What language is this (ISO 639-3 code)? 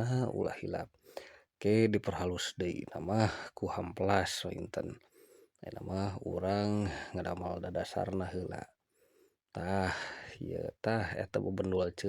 sun